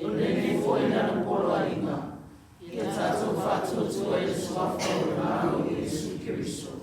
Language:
Samoan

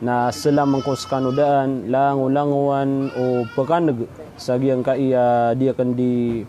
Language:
Maranao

